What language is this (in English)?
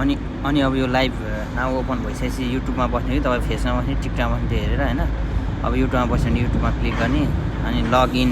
Nepali